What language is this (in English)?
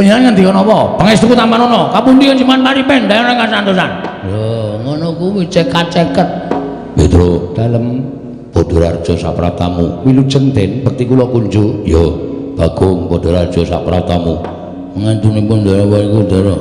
Javanese